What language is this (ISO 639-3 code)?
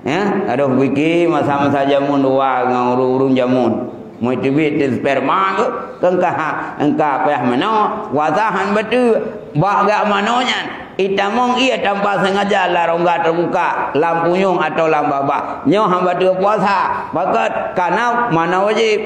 ace